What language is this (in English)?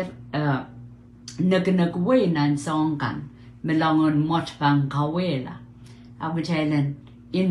Pohnpeian